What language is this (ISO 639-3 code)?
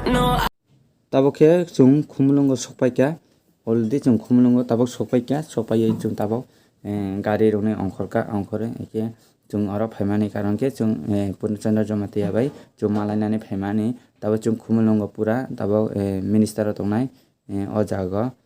trp